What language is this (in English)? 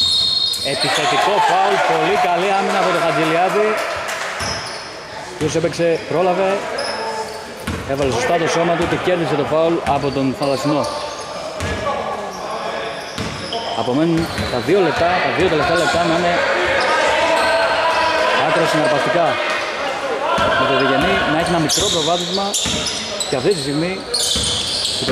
Greek